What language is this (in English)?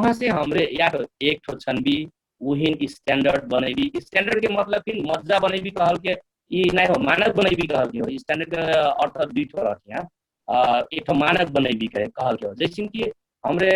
Dangaura Tharu